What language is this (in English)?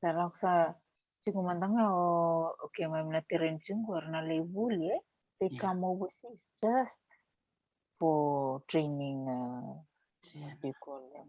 Fijian